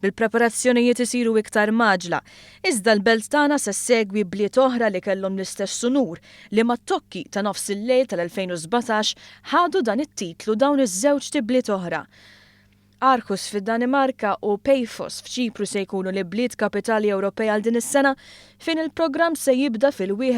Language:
Maltese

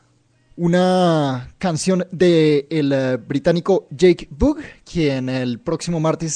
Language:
Spanish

